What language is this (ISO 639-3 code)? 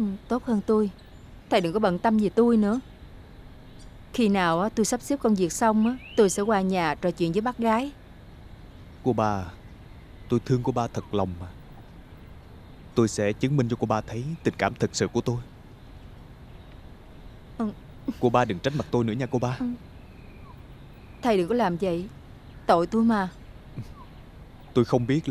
vie